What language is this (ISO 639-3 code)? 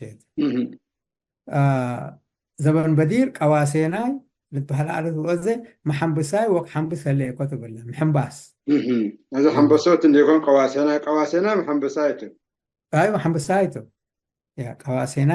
tig